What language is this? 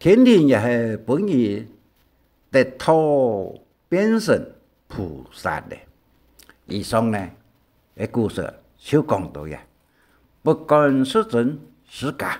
Hakka Chinese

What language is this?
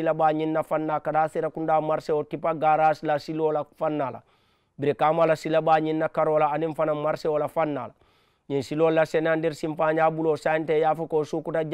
Mandingo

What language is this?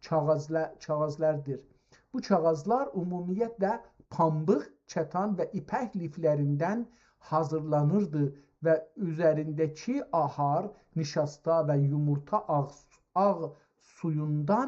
South Azerbaijani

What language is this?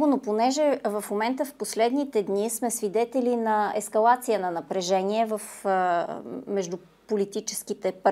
Bulgarian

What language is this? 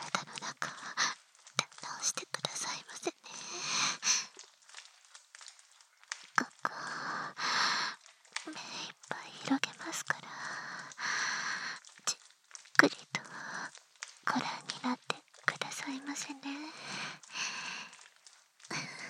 Japanese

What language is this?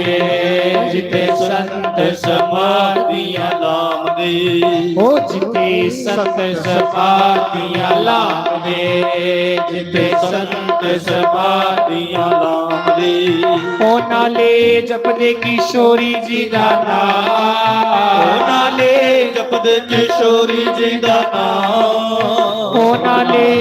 Dogri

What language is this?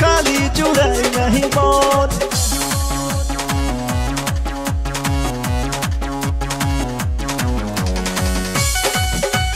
Bhojpuri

